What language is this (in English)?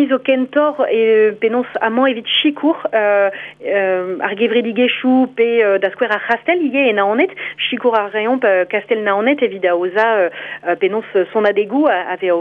Breton